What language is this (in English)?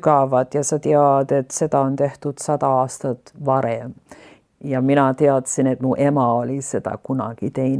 Estonian